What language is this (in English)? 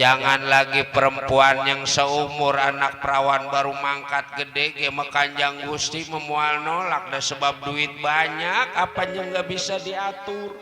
Betawi